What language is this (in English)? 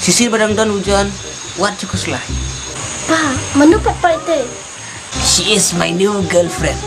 Khasi